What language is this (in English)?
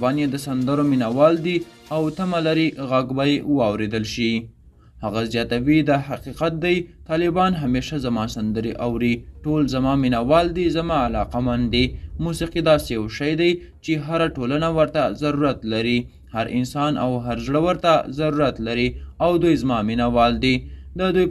Pashto